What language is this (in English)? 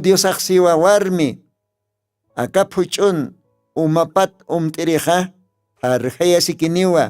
Aymara